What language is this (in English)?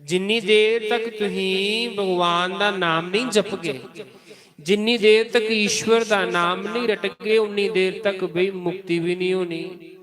Dogri